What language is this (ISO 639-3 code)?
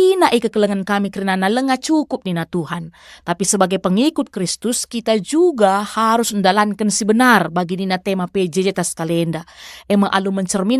btx